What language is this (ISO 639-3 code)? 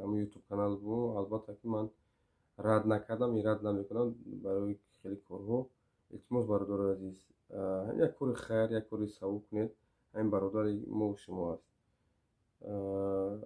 tgk